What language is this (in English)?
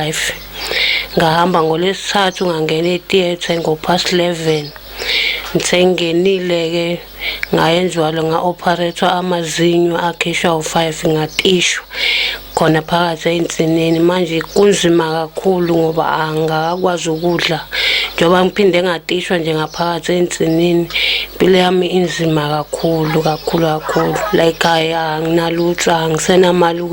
Zulu